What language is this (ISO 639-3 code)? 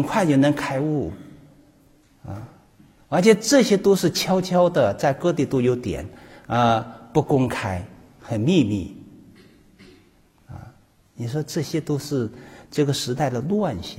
zho